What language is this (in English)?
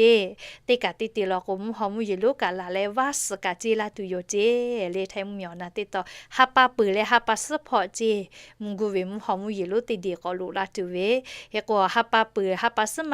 Lahu